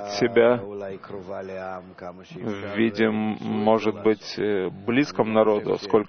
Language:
Russian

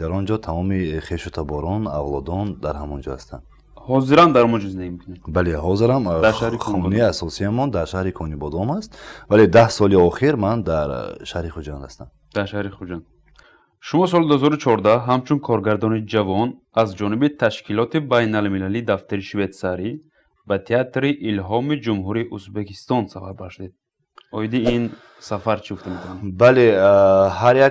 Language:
Tajik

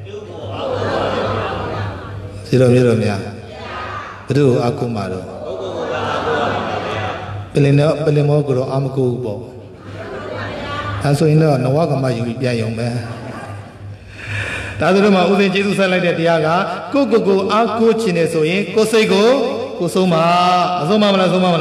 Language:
Burmese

